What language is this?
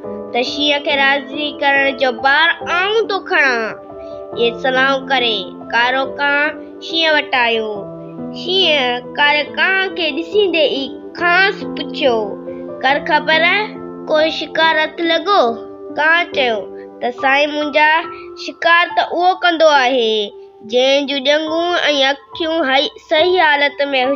Sindhi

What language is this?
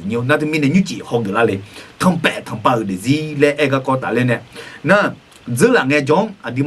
Akha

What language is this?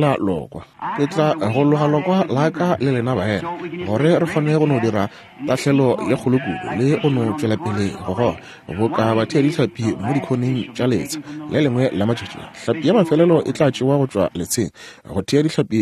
Northern Sotho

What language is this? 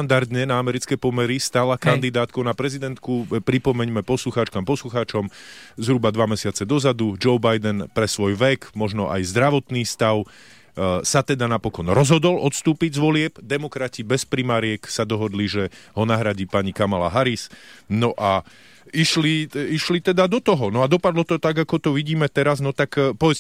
Slovak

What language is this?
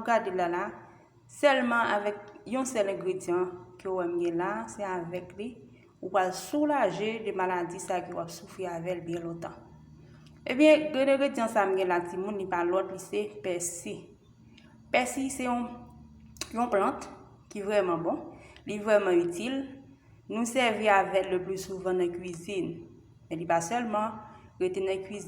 Haitian Creole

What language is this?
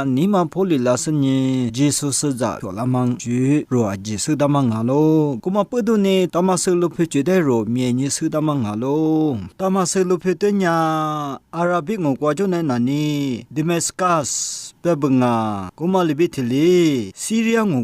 Lisu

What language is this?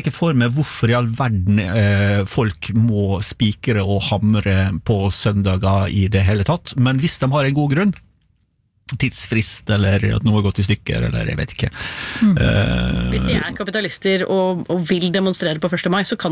Norwegian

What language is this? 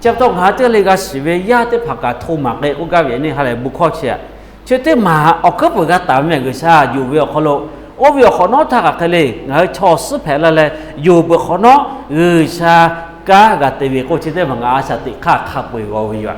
Lahu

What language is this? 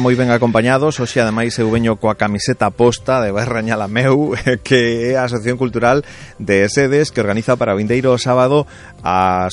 Galician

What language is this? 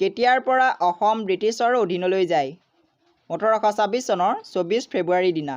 Assamese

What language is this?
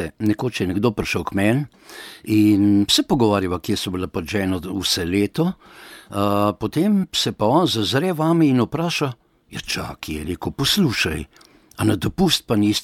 Slovenian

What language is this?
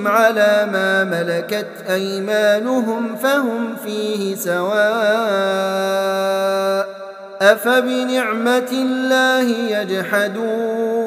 Arabic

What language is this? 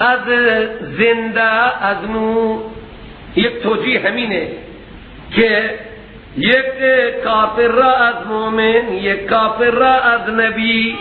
Persian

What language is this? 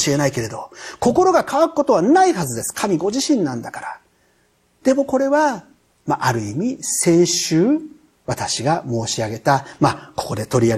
Japanese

